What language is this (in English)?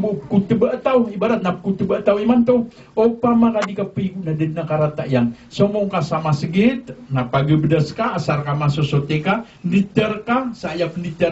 Maranao